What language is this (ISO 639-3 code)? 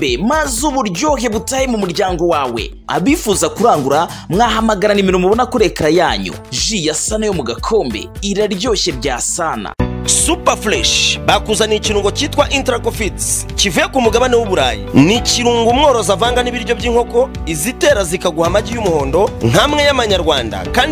kin